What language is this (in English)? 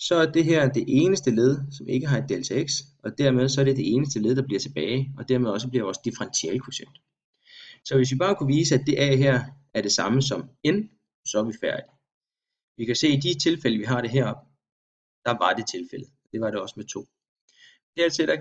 Danish